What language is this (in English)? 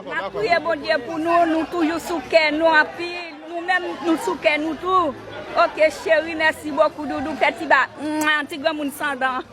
Haitian Creole